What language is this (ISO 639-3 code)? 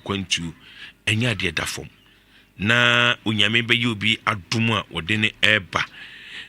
aka